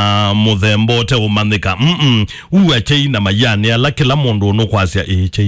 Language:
Kamba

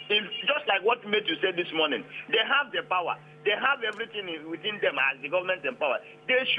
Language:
Nigerian Pidgin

